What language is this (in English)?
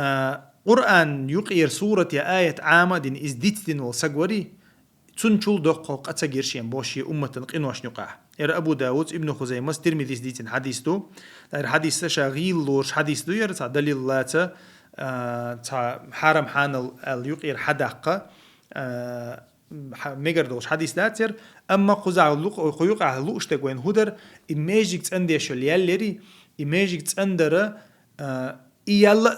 Chechen